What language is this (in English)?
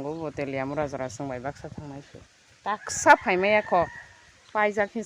Kok Borok